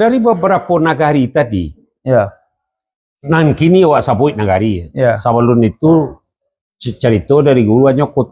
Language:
Minangkabau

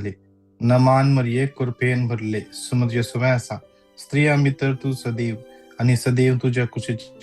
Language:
Konkani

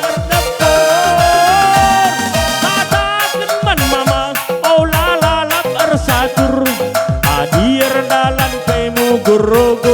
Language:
Batak Karo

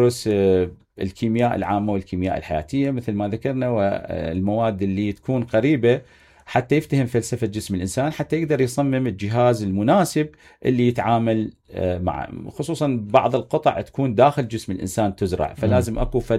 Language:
Mesopotamian Arabic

